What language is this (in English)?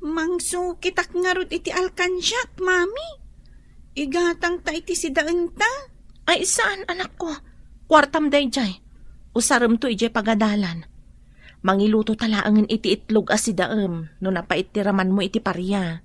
Iloko